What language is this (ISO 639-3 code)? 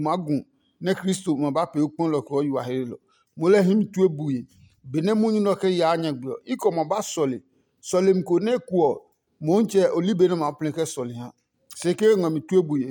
ada